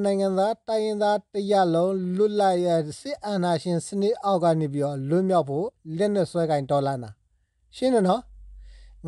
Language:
Burmese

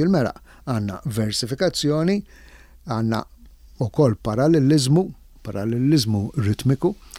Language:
Maltese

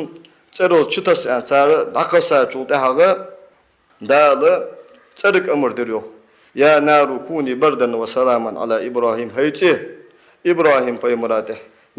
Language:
Ingush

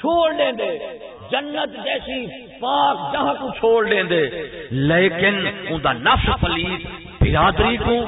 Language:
Saraiki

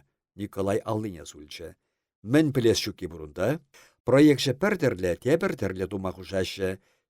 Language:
Chuvash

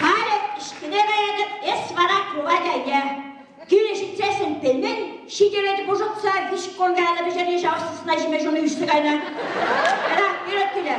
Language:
Chuvash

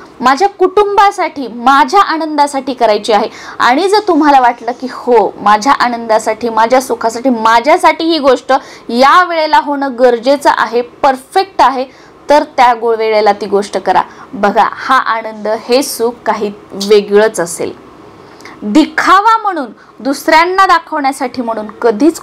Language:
Marathi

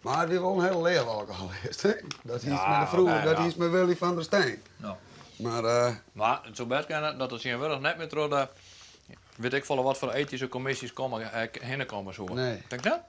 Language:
Western Frisian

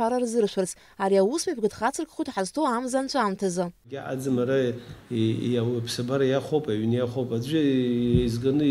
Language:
Abkhazian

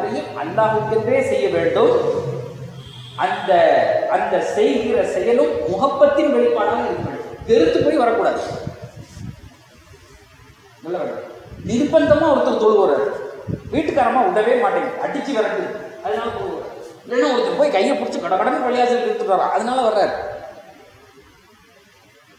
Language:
Tamil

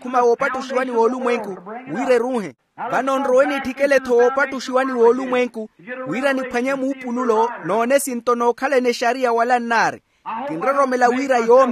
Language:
Makhuwa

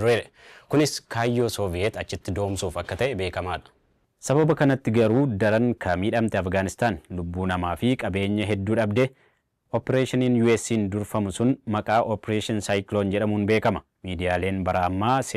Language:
Oromo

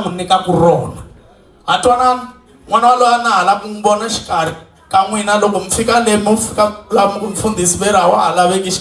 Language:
Tsonga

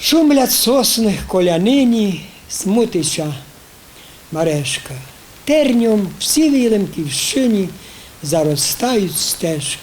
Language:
Rusyn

